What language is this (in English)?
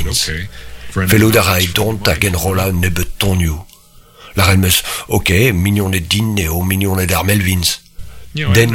Breton